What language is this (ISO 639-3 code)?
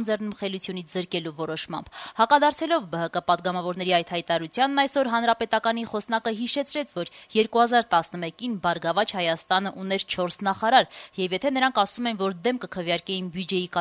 hye